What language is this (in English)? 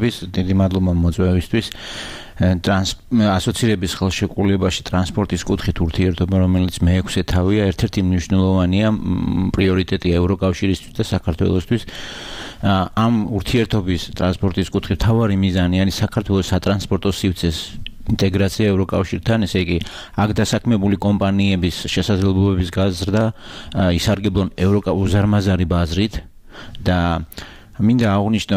Georgian